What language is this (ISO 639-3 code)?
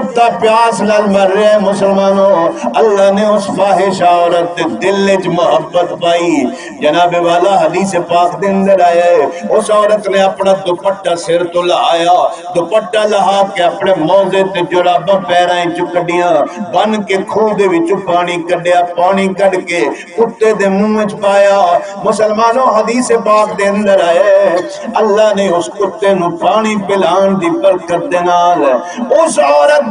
skr